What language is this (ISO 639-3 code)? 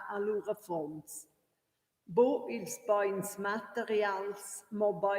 roh